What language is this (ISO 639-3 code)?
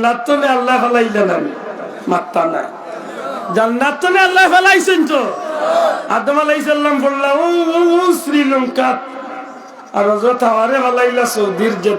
syl